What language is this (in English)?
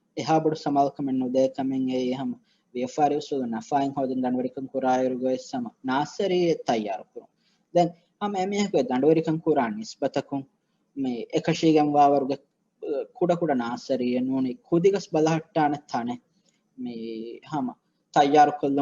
Divehi